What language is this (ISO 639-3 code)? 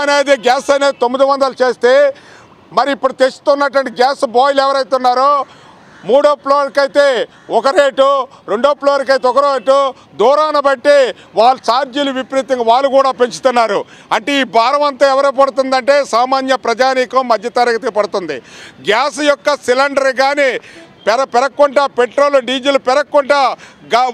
tel